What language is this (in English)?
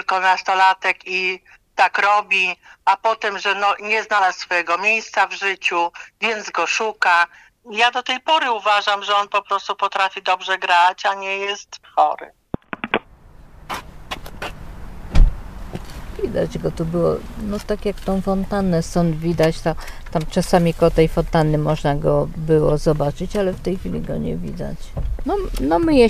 Polish